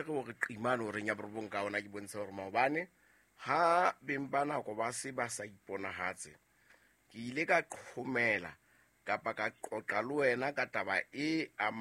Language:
Southern Sotho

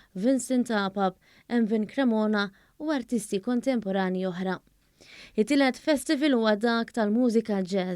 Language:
Maltese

